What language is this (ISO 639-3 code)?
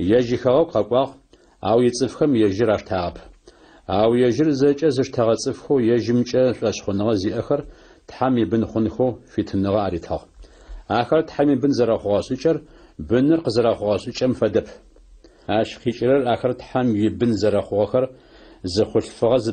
ady